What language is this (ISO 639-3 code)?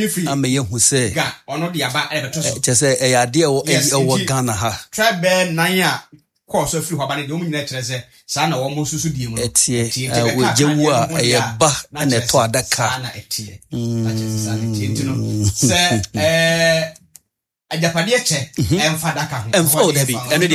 aka